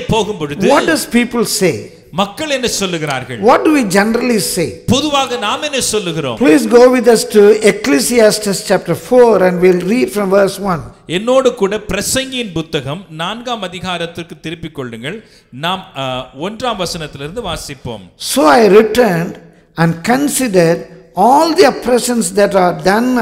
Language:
Tamil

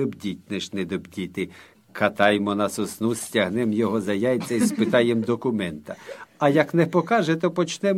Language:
Ukrainian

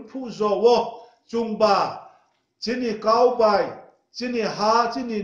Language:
Riang (India)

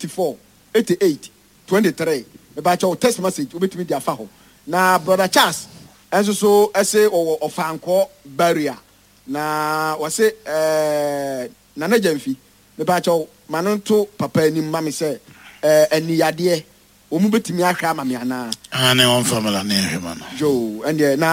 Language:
Akan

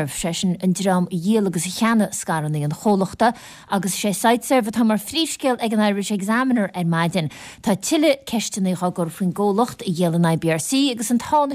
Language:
Irish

